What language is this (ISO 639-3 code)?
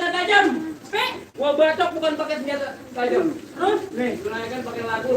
bew